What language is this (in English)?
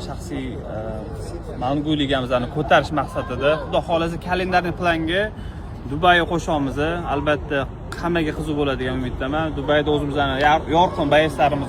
Uzbek